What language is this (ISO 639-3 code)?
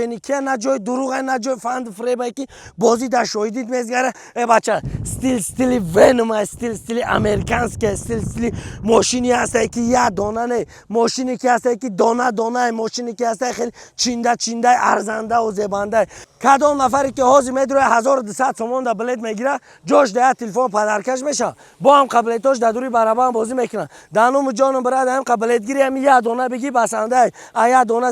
tgk